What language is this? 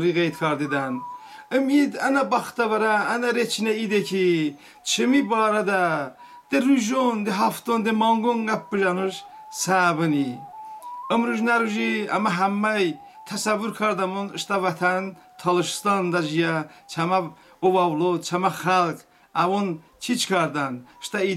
Talysh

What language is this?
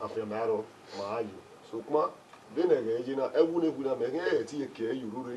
Bini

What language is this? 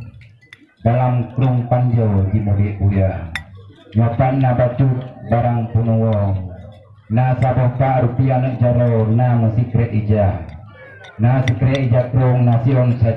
Achinese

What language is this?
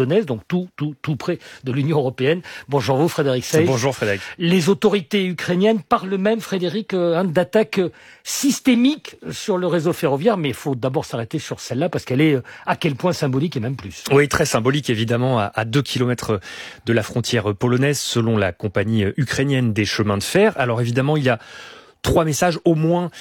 French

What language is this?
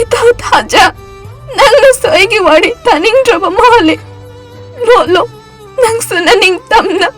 Manipuri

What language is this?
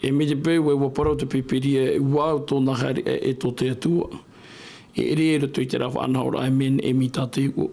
Tahitian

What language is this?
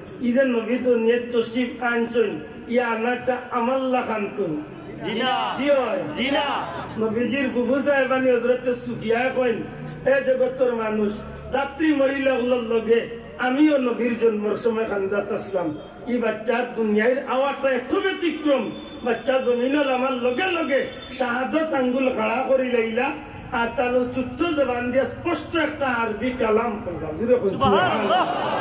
Sylheti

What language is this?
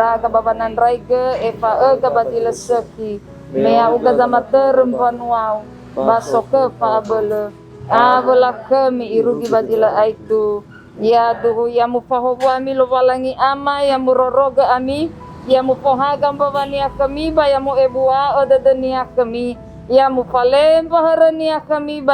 Nias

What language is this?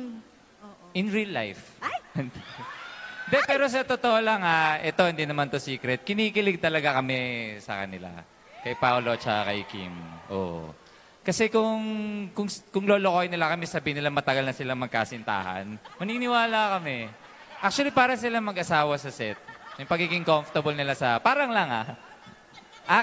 Filipino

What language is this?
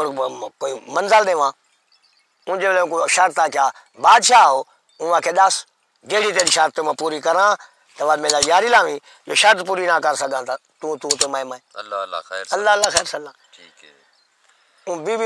Saraiki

